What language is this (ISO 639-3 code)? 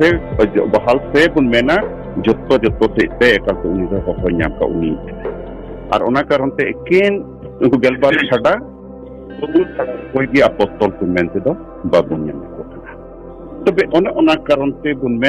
sat